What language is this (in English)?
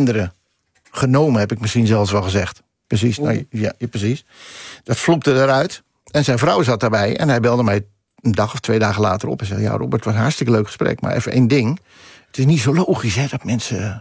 Dutch